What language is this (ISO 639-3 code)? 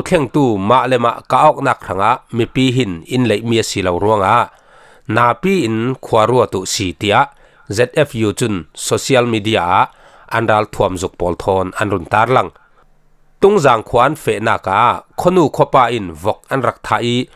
cfm